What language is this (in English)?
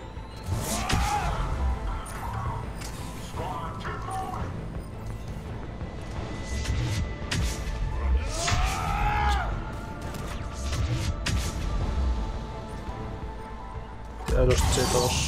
Spanish